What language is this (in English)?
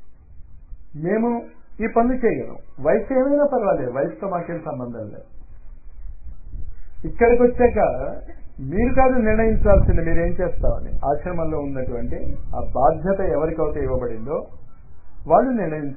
Telugu